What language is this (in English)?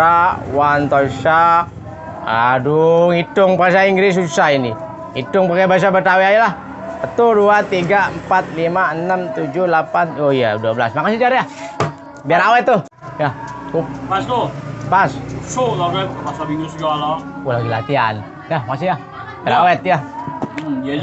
Betawi